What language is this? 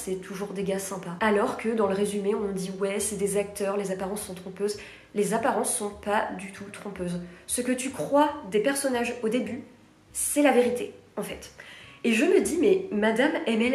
French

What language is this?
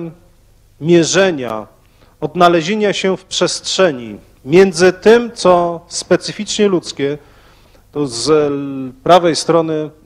Polish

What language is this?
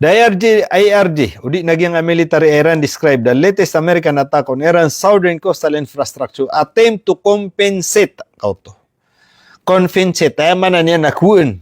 Maranao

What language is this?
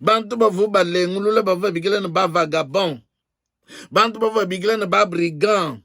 Luba-Lulua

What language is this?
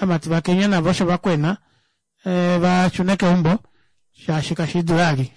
Kuanyama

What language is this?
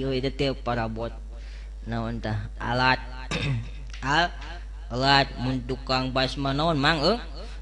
Sundanese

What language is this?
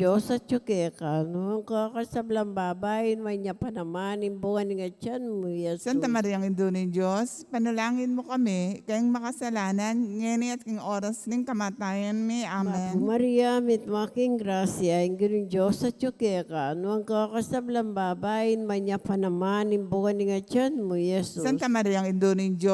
Pampanga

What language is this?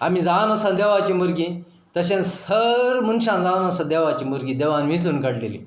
Konkani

